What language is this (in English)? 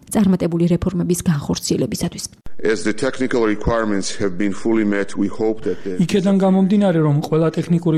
Georgian